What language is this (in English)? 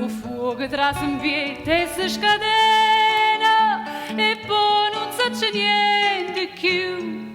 Neapolitan